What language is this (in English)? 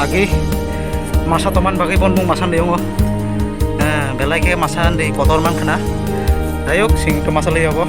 Kok Borok